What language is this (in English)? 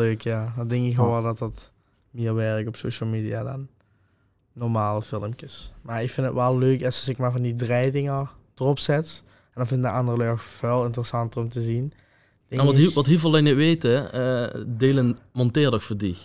Limburgish